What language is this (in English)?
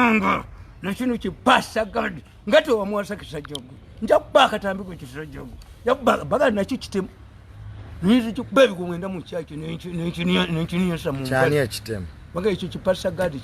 Ganda